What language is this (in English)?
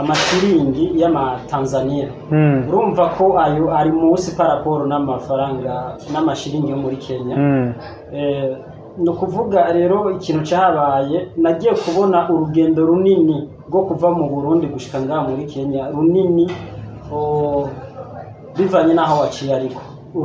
Rundi